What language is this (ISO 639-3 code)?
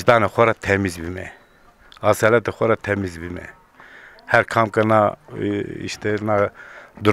zza